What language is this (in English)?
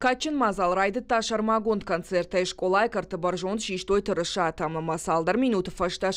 Ossetic